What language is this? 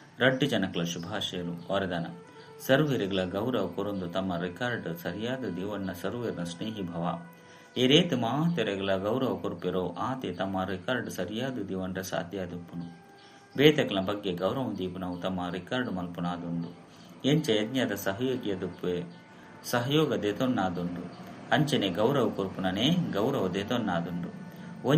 Tulu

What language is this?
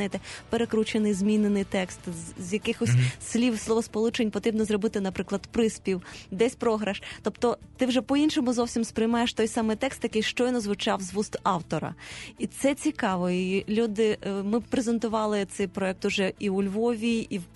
Ukrainian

